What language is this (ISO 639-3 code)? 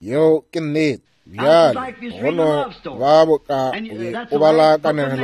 nso